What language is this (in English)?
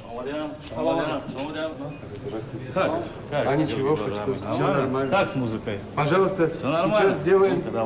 Tajik